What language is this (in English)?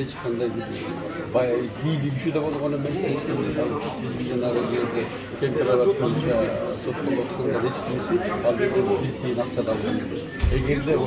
Kyrgyz